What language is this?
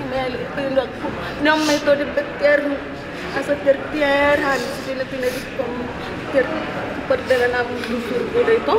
Batak Toba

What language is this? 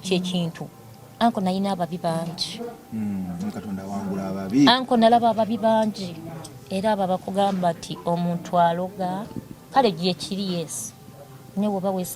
Ganda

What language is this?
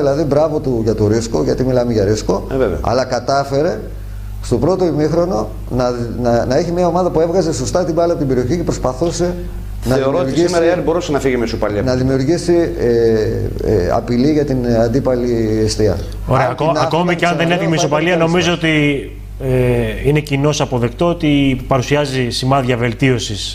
Greek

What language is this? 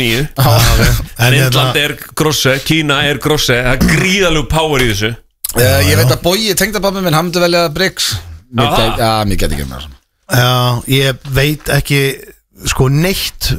Icelandic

